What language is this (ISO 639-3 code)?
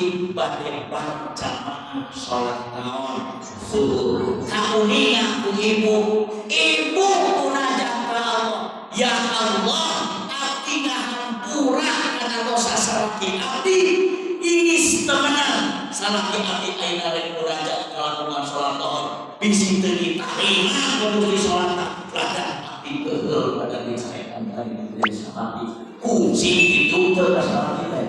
sun